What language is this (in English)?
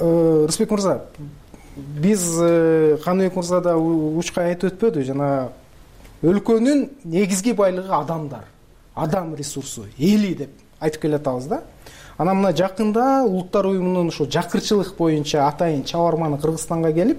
Kyrgyz